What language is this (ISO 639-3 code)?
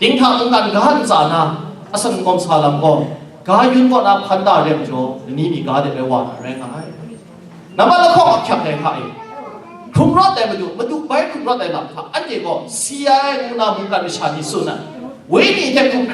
kac